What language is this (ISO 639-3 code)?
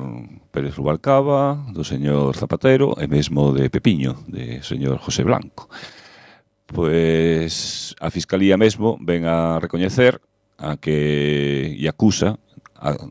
glg